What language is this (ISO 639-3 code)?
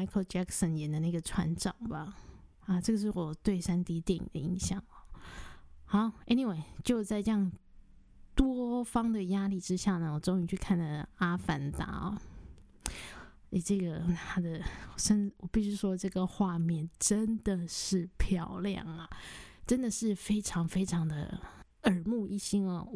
zho